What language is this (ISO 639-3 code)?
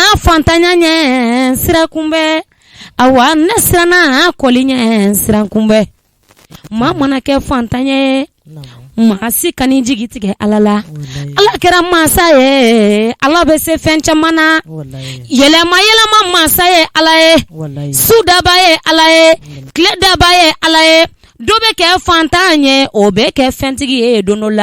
bam